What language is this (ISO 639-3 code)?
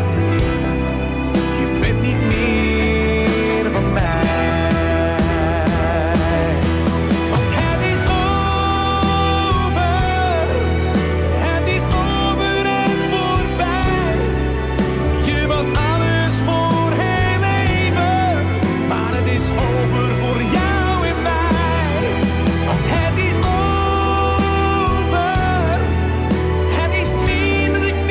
nld